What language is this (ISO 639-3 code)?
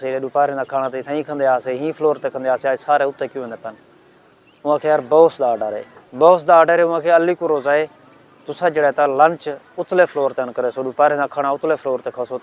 skr